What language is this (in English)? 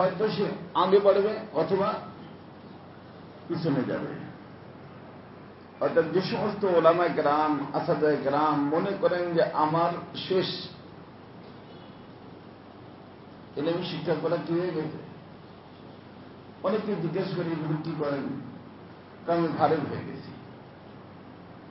Bangla